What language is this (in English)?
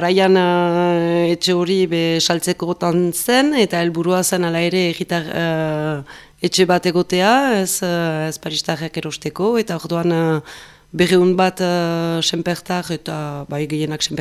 Basque